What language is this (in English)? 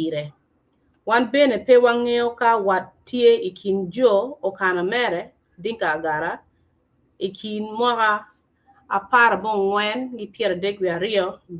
Acoli